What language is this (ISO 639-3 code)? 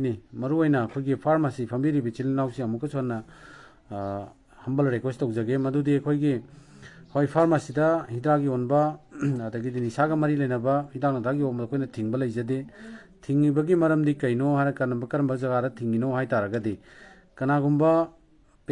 mni